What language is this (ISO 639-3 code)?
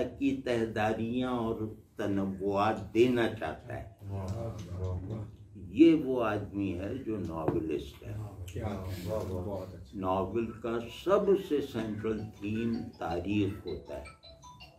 urd